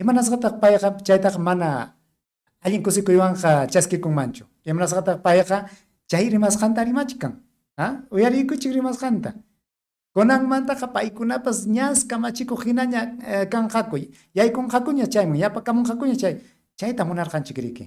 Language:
Ayacucho Quechua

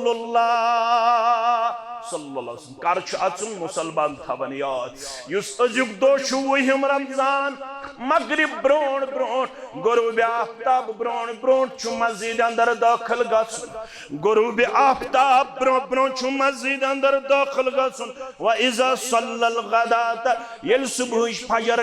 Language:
Kashmiri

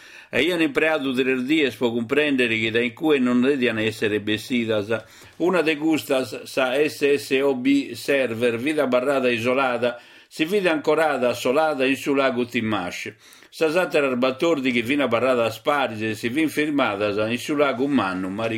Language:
Sardinian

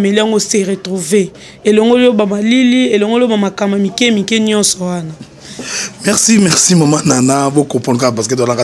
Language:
Lingala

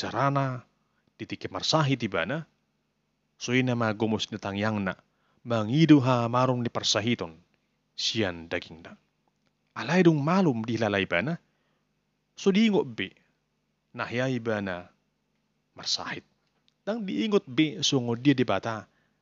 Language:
Batak Toba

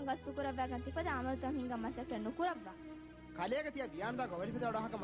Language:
Divehi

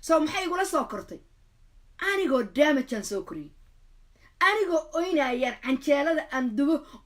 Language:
Somali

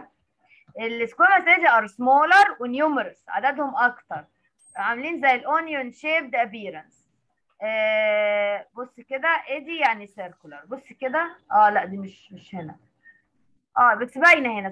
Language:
Egyptian Arabic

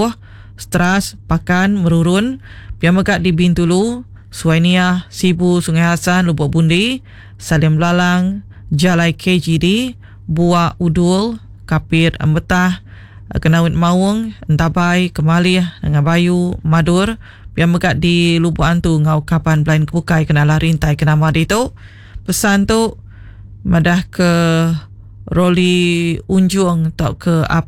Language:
Iban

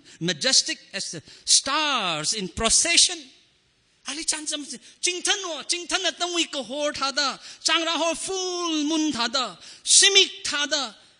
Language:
Tangkhul Naga (India)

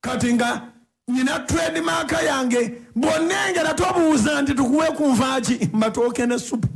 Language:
Ganda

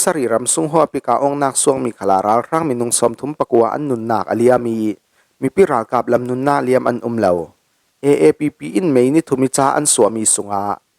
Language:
Falam Chin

